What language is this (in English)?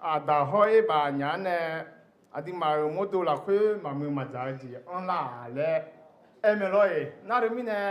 Akha